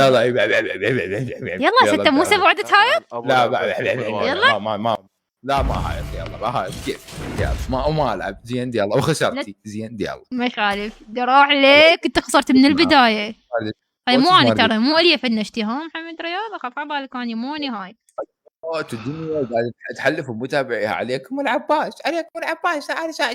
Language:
Mesopotamian Arabic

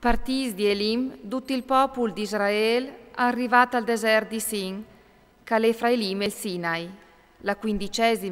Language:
Friulian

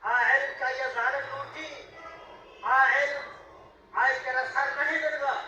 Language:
Baluchi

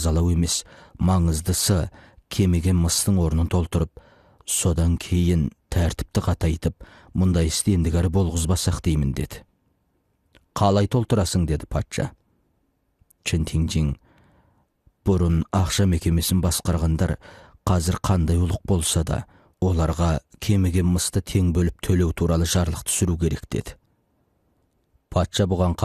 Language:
Kazakh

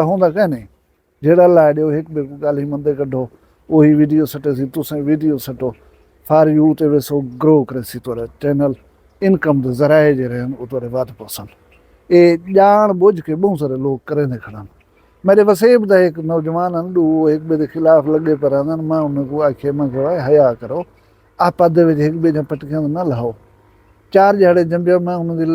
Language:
Saraiki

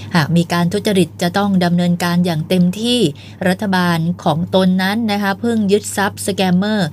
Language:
Thai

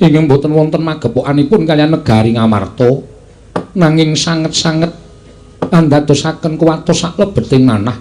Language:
Javanese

